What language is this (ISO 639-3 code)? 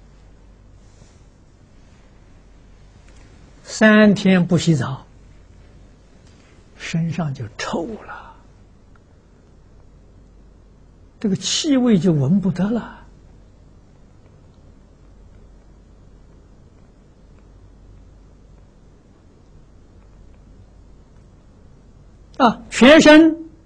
zho